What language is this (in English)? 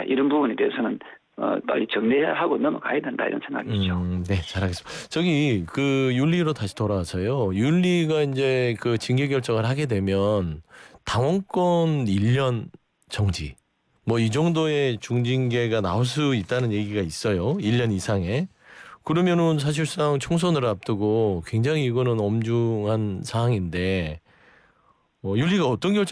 Korean